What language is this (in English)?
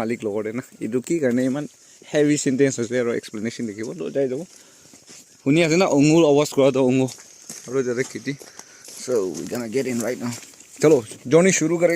Naga Pidgin